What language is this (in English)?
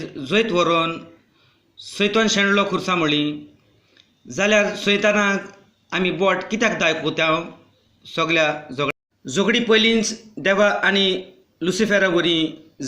Konkani